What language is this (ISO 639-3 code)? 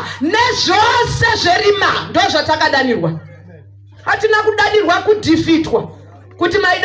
sna